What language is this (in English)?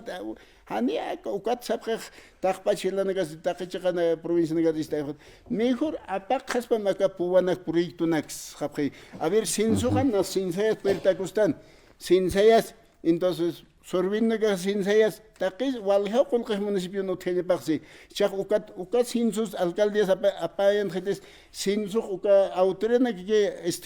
Aymara